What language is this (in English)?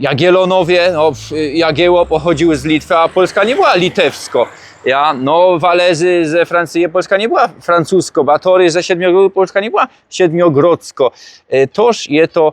Silesian